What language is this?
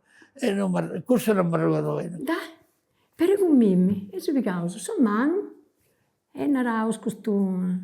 Sardinian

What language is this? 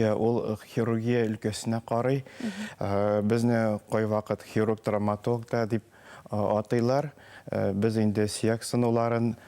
Bashkir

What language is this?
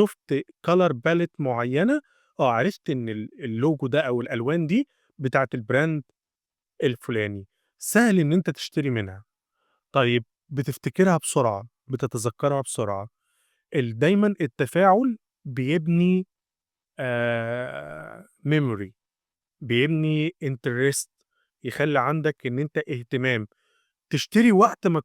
Egyptian Arabic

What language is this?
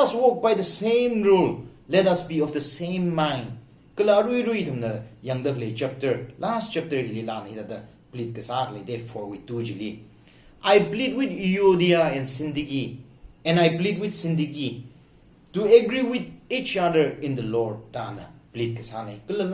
Tangkhul Naga (India)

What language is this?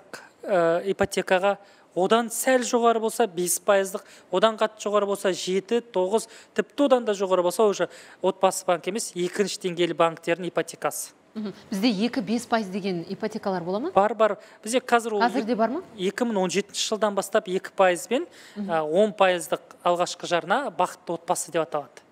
Kazakh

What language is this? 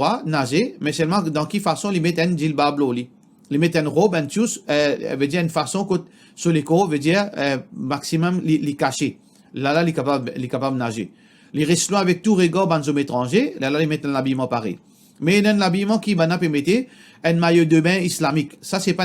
Morisyen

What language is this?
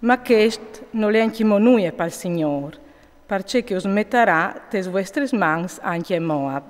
Friulian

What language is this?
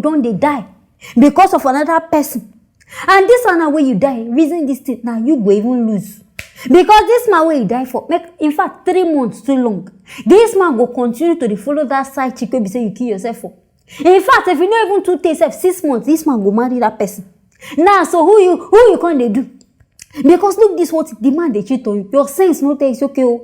Nigerian Pidgin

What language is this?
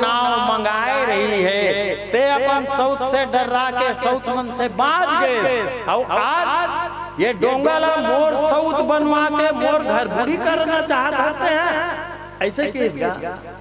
Chhattisgarhi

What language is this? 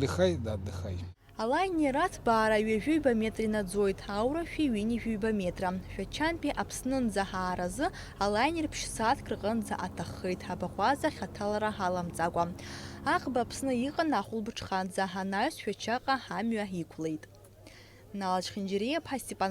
Abkhazian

